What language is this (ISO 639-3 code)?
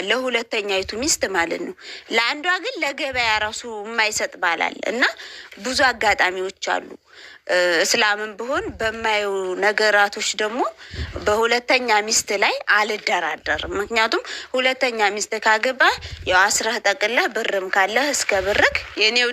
amh